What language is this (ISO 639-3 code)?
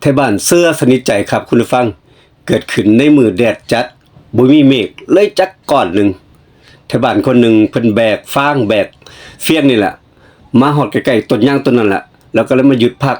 tts